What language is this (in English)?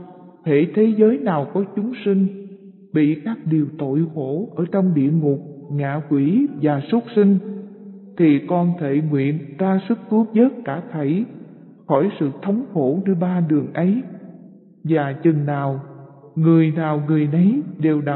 Vietnamese